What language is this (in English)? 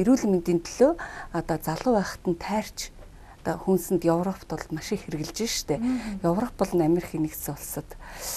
Mongolian